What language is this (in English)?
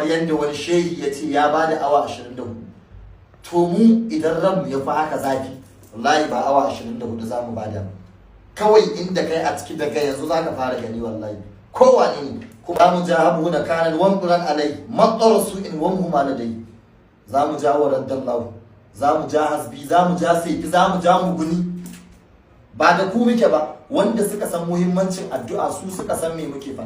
Hausa